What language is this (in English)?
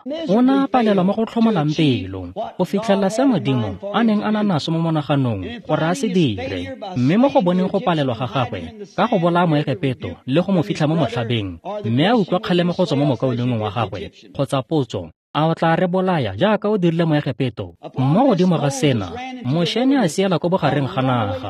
Tswana